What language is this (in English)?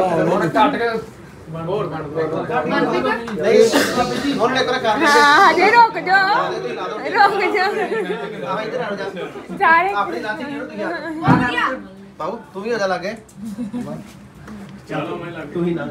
Punjabi